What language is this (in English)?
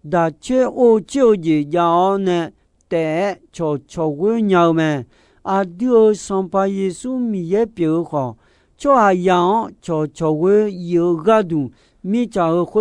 Akha